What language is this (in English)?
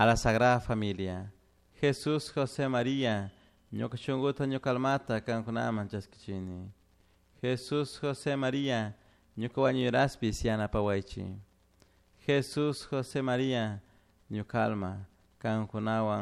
Chimborazo Highland Quichua